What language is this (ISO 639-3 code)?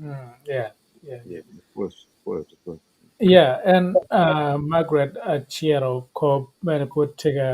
ach